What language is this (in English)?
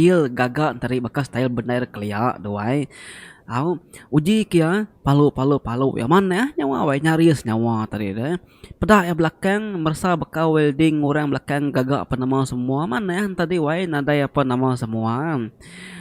Iban